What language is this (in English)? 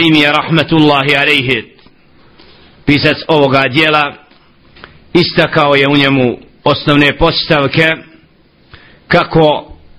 Bosnian